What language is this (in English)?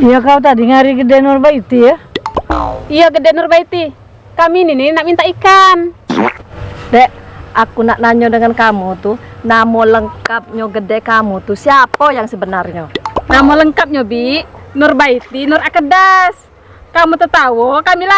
Musi